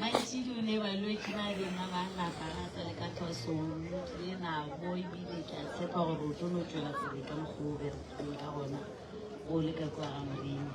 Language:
Northern Sotho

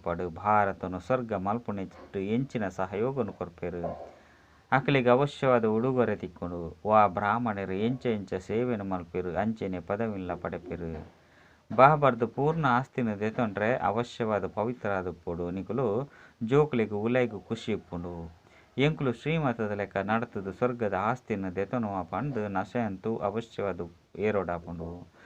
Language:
Tulu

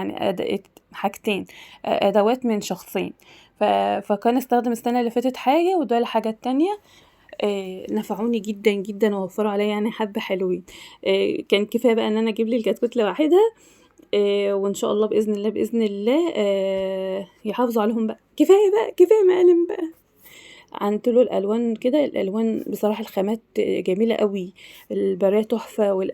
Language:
Egyptian Arabic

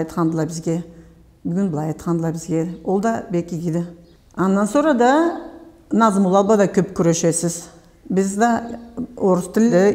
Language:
Karachay-Balkar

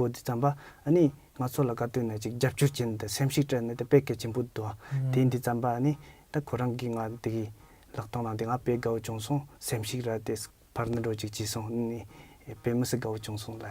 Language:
Tibetan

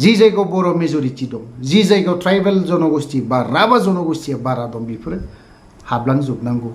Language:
Bodo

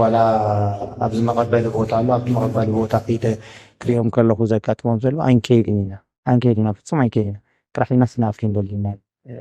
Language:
Tigrinya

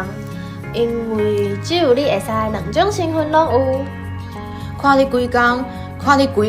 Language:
Min Nan Chinese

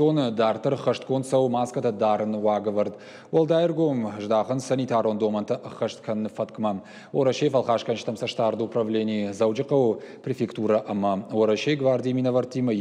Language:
Ossetic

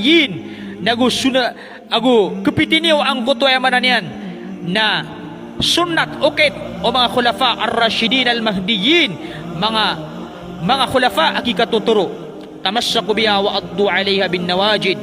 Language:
Maranao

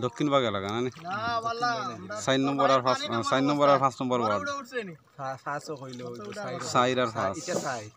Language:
Sylheti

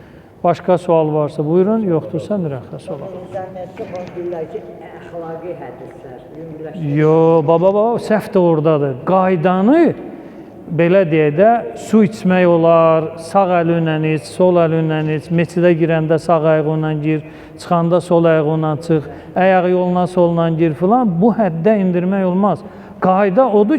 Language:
Azerbaijani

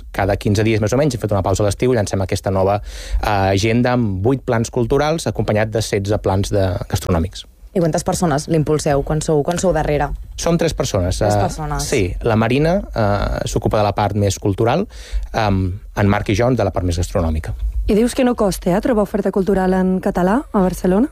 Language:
Catalan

